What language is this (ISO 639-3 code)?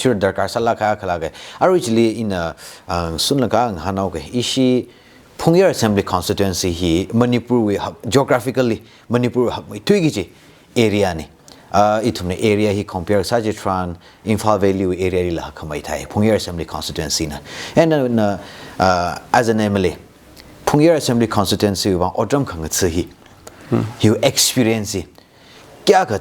nmf